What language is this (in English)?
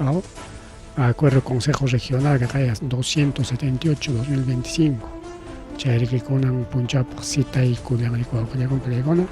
Ayacucho Quechua